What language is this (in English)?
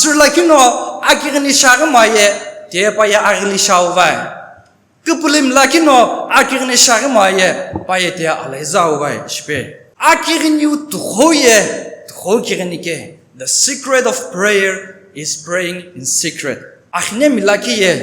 Sumi Naga